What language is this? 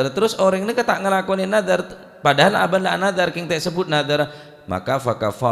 Madurese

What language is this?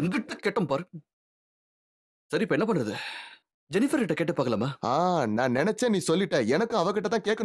Tamil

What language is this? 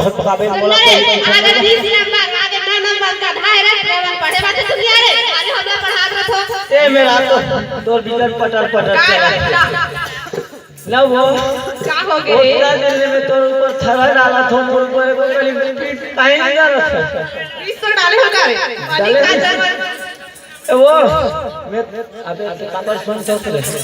Chhattisgarhi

